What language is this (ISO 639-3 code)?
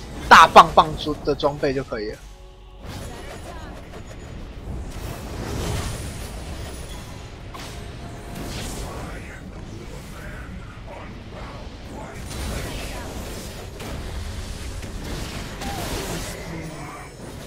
zho